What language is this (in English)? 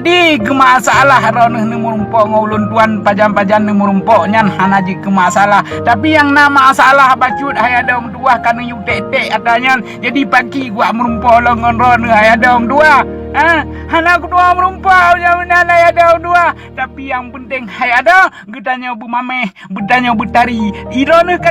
Achinese